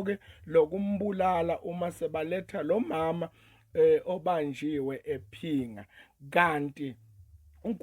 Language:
Zulu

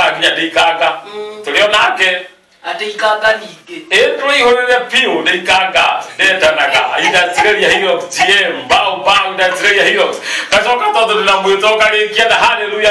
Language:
Kikuyu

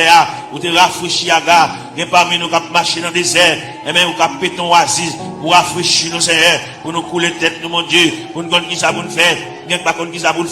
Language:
Haitian Creole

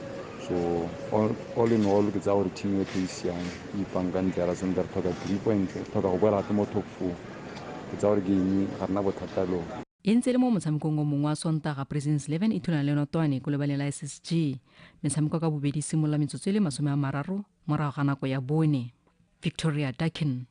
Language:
Tswana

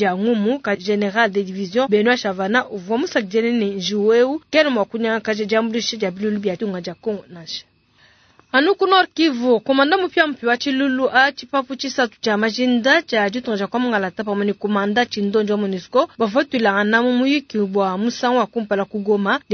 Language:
Luba-Lulua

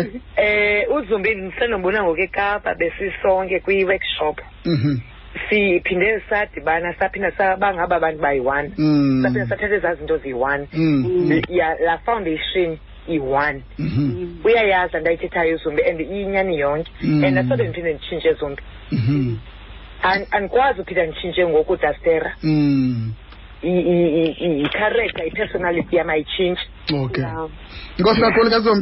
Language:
Xhosa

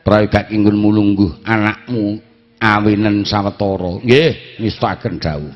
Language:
Javanese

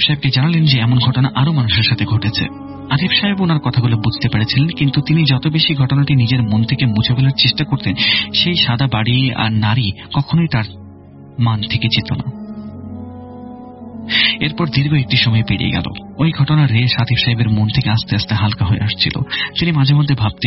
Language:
Bangla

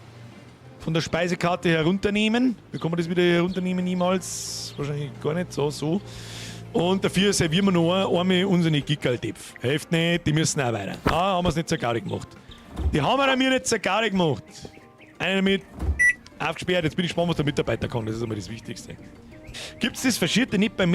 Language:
Bavarian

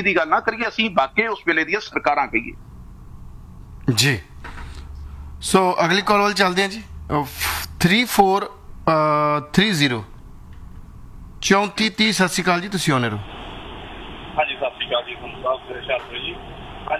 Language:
Punjabi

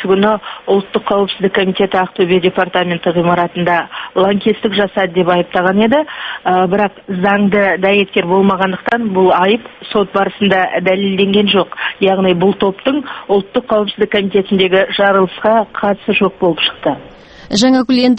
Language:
Kazakh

